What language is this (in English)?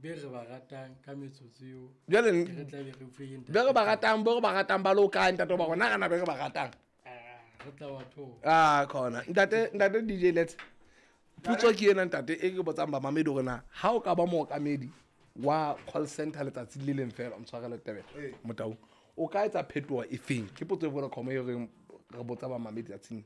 Southern Sotho